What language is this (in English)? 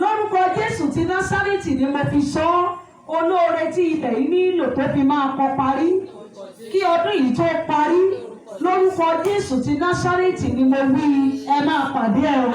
Yoruba